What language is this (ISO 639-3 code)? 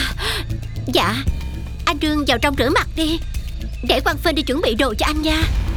vie